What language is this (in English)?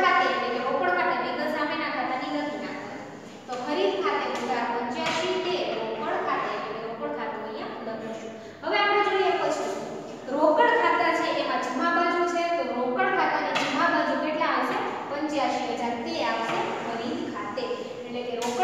Gujarati